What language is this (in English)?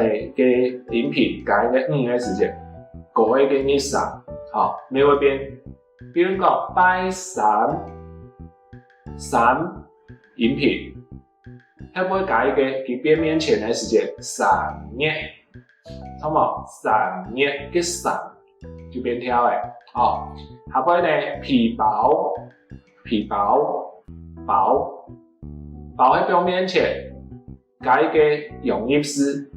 Hakka Chinese